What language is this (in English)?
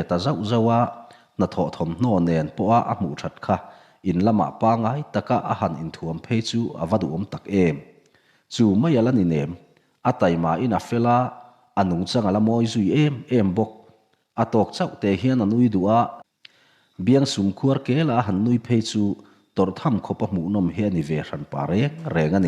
Mizo